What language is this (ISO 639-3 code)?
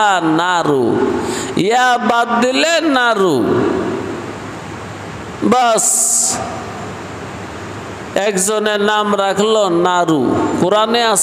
ben